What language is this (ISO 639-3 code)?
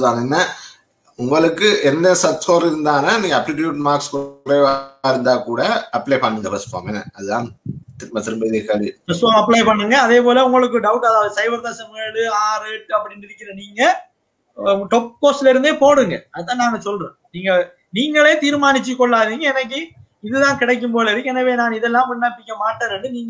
tam